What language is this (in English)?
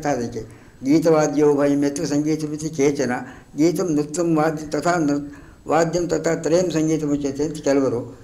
Kannada